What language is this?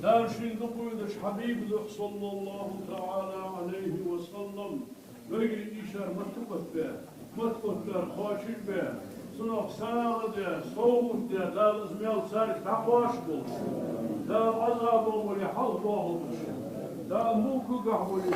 Ingush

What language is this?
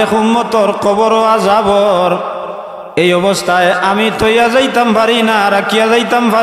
Sylheti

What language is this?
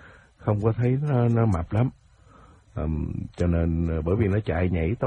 Vietnamese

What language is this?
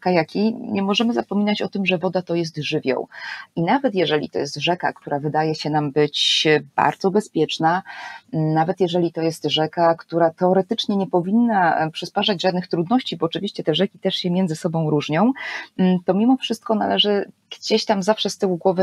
Polish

